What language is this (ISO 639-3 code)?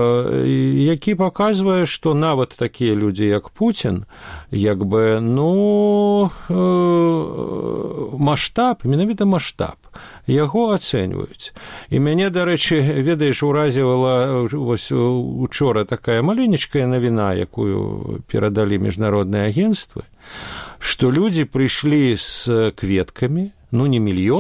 bel